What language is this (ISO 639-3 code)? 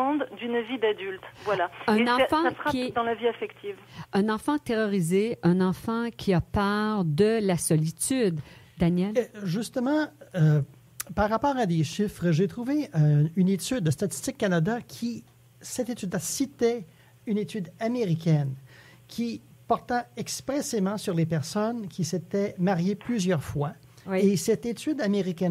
fra